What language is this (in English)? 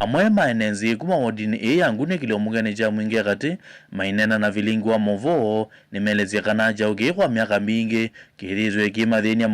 Kamba